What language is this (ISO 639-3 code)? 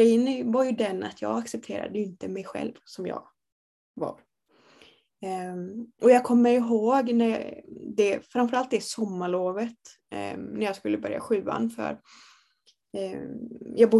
swe